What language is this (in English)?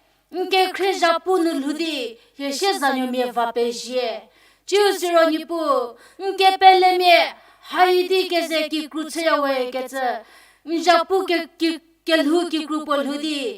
Angami Naga